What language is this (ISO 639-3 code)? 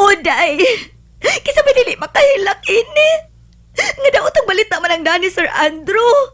ceb